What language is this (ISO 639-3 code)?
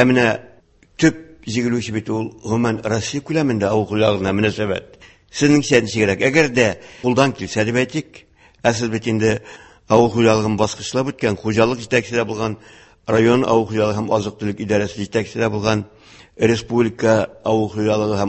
tat